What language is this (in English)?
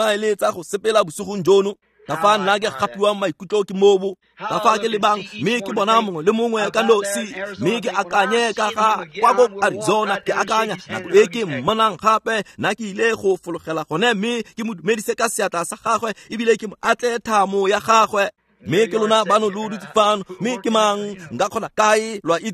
Tswana